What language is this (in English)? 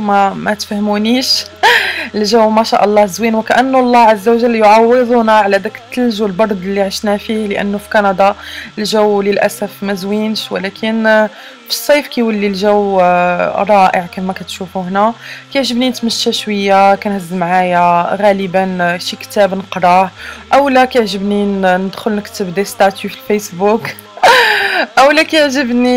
Moroccan Arabic